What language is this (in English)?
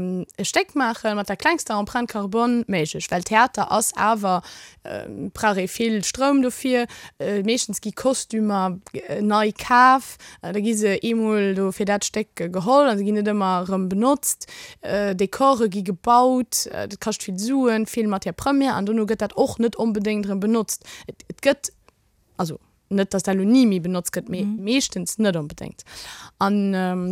Luxembourgish